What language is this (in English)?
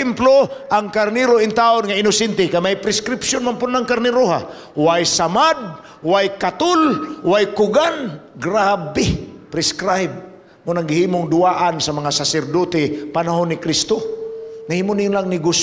Cebuano